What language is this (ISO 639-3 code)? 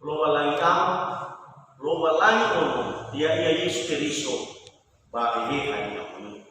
nia